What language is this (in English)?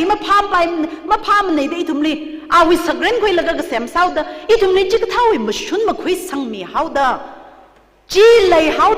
Tangkhul Naga (India)